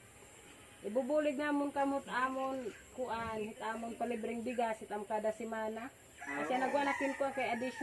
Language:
Waray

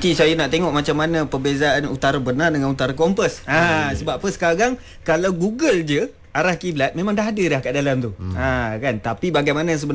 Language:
Malay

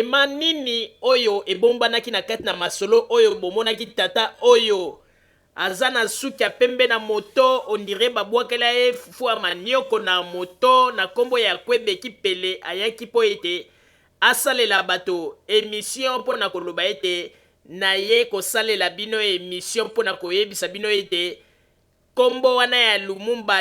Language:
Lingala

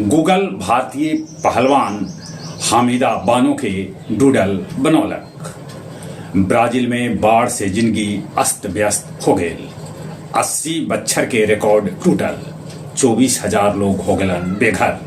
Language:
Magahi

